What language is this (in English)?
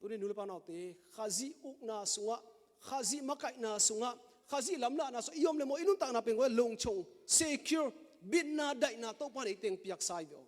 Tedim Chin